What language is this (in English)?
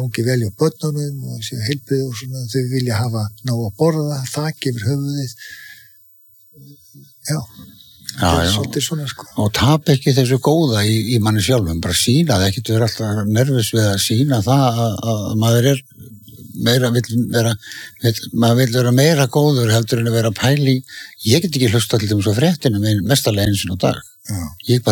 Icelandic